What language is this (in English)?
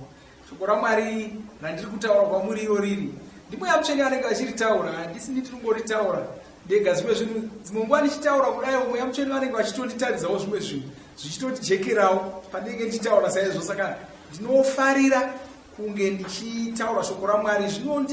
Shona